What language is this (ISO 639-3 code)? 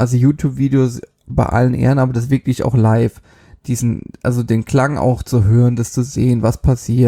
deu